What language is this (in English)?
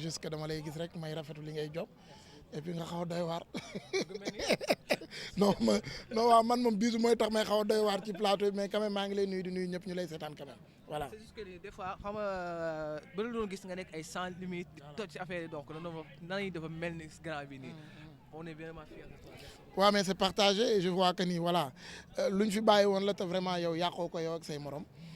Wolof